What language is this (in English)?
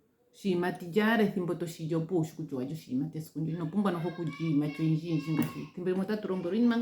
Ndonga